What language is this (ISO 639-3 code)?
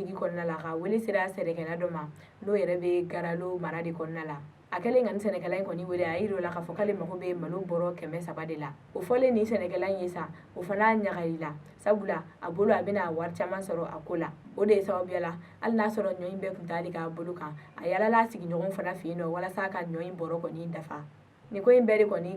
bam